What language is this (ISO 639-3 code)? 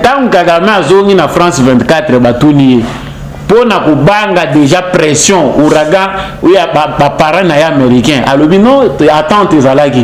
lin